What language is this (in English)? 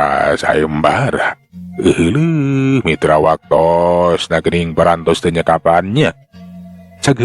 Sundanese